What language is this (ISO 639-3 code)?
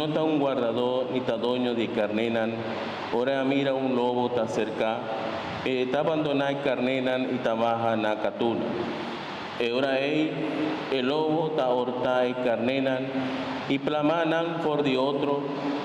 pap